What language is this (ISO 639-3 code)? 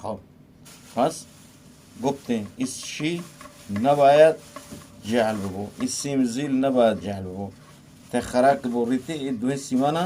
bgp